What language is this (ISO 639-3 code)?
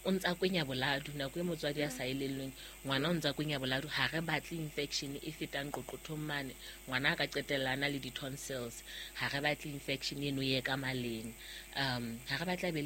sot